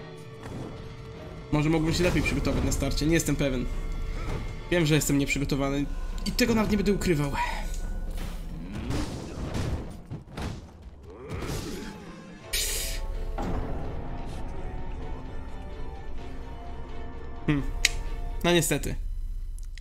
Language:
Polish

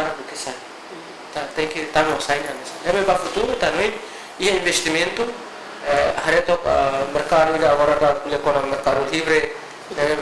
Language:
Tetum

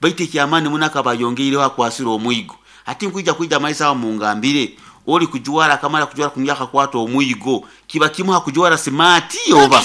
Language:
Nyoro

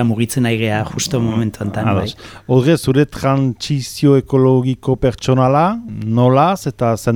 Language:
Basque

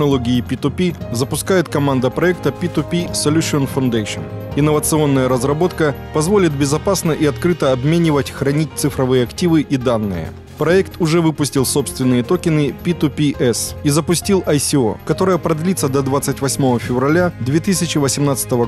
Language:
Russian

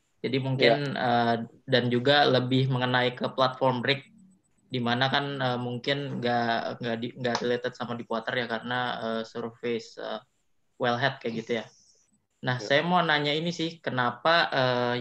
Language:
Indonesian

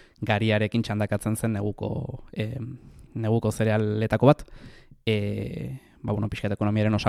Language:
Basque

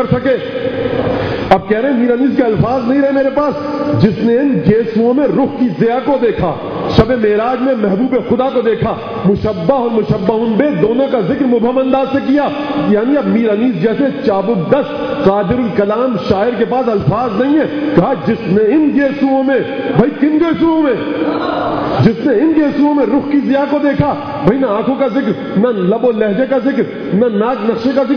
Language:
Urdu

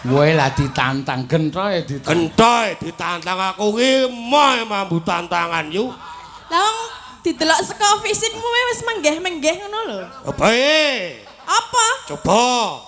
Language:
Javanese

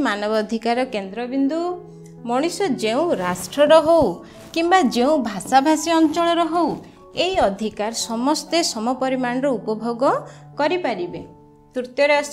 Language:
Odia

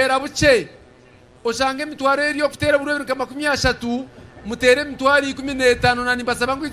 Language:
Nyankole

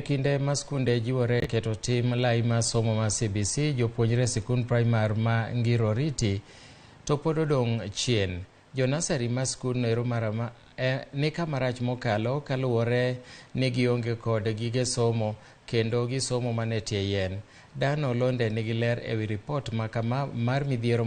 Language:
Luo (Kenya and Tanzania)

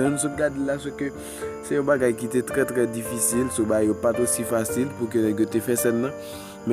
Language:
Haitian Creole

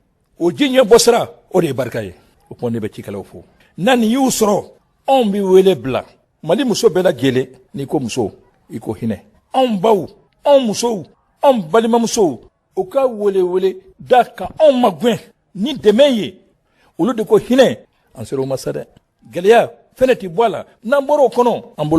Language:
Bambara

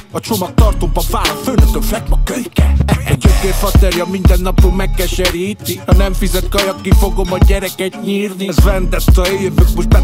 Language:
Hungarian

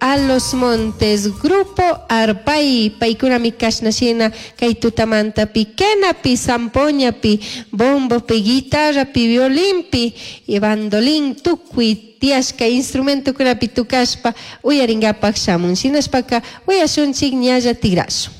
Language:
Chimborazo Highland Quichua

